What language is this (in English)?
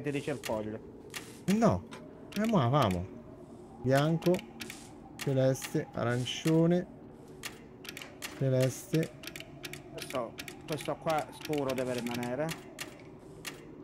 Italian